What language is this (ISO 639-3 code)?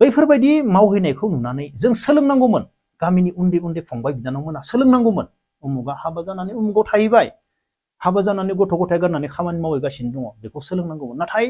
brx